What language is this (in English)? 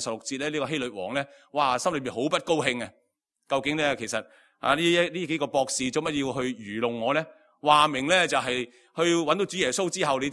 Cantonese